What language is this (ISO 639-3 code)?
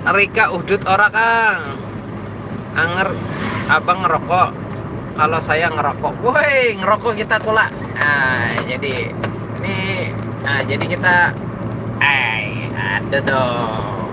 bjn